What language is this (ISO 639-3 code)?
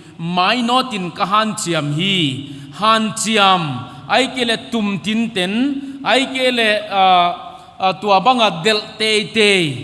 pck